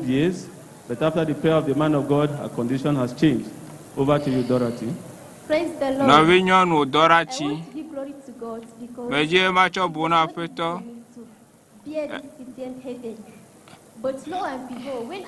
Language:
Ewe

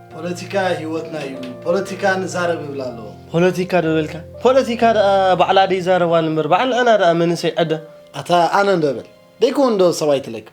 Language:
Tigrinya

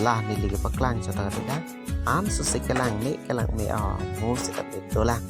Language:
Karbi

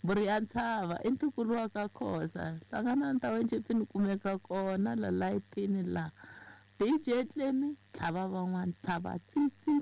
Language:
Tsonga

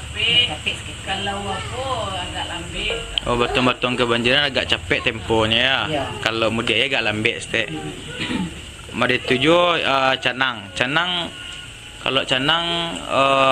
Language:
Minangkabau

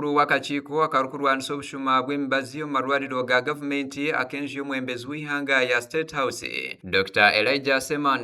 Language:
Nyankole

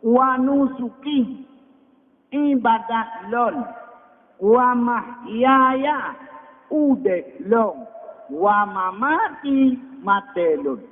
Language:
Achinese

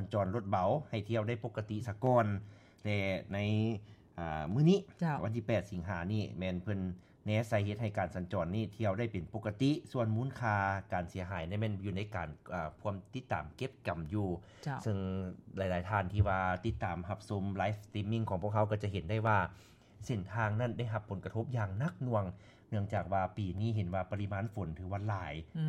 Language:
Lao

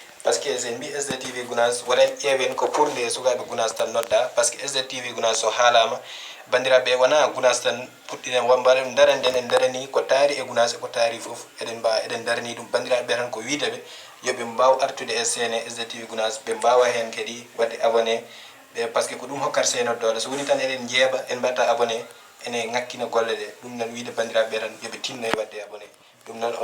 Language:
Fula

